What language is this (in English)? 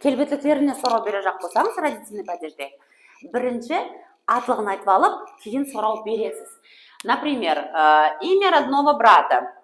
Kara-Kalpak